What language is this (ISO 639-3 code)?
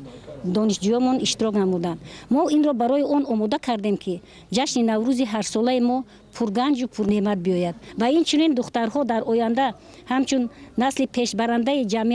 tgk